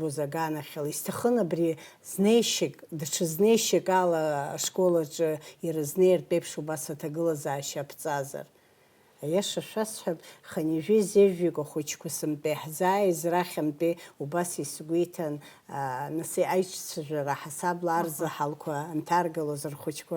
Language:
Abkhazian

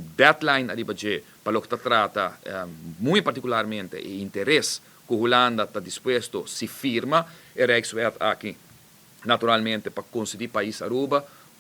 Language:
Papiamento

